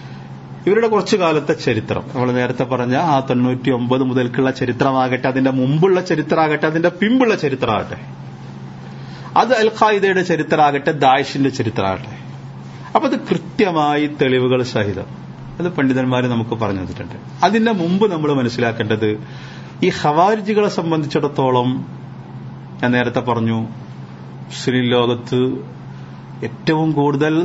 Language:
Malayalam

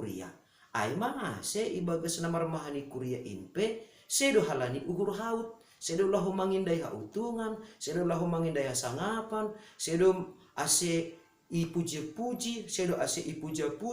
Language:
Batak Simalungun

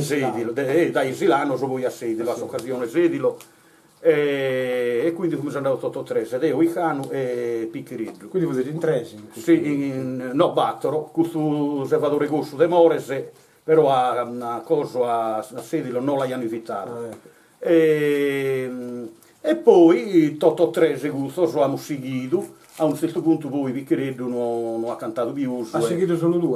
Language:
Sardinian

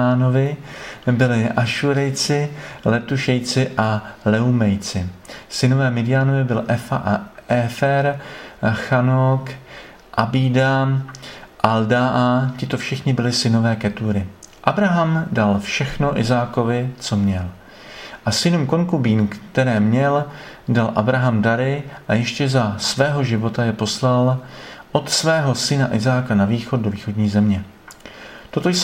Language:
Czech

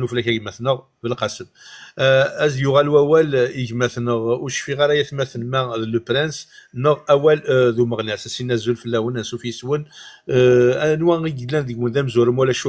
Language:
Kabyle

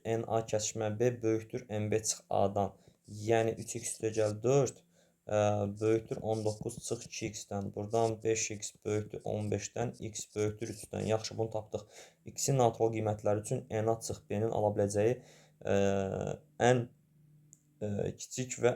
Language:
Azerbaijani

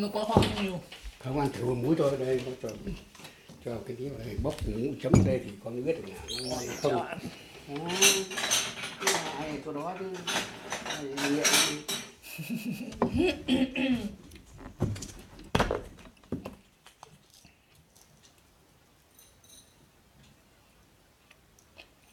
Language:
Vietnamese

